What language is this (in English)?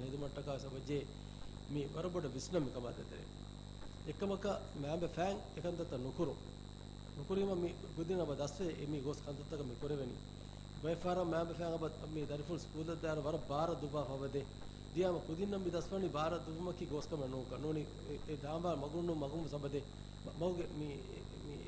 Divehi